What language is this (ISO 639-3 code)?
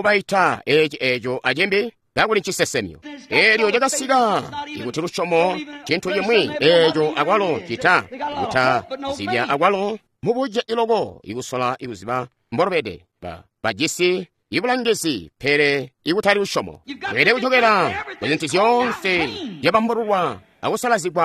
toi